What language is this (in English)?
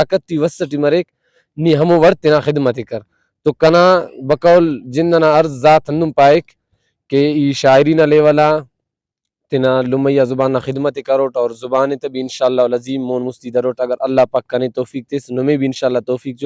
Brahui